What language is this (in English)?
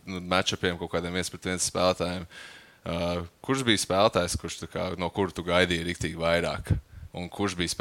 Latvian